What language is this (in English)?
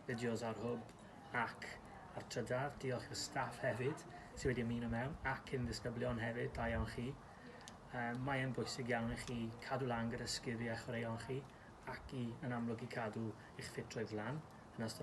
Welsh